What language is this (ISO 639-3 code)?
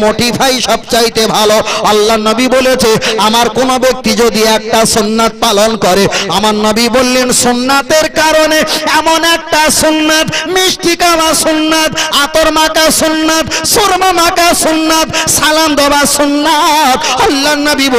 ben